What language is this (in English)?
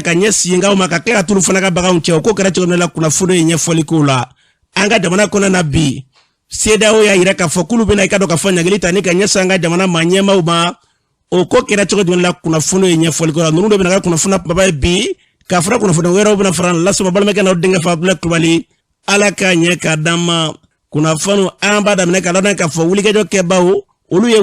Bambara